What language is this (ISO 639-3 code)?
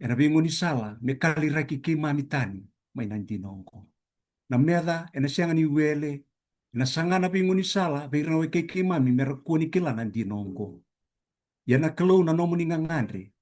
fij